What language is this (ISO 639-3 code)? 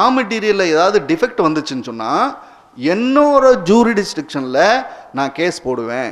tam